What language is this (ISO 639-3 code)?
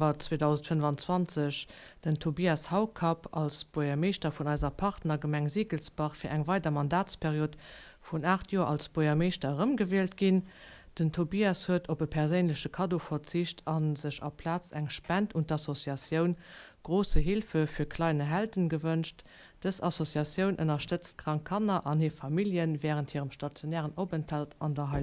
ltz